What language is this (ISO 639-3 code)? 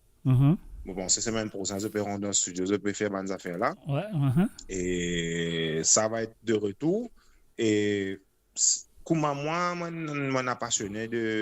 mfe